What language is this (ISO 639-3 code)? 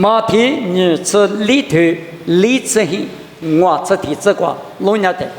lis